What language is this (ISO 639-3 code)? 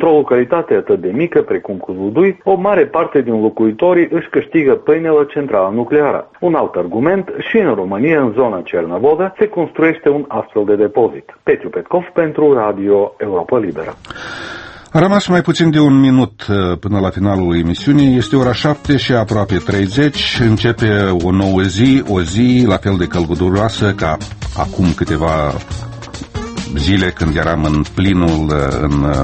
ron